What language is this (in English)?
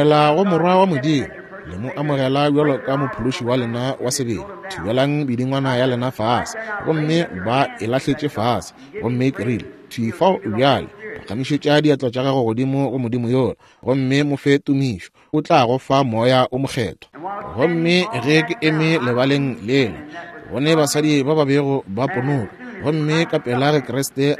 Northern Sotho